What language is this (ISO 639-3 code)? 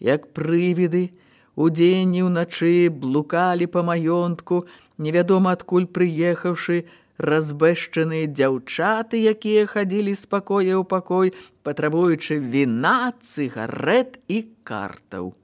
bel